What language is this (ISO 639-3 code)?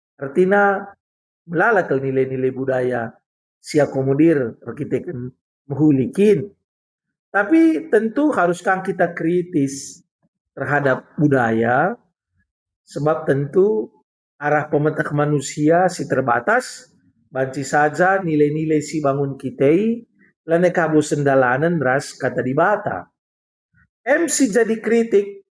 btx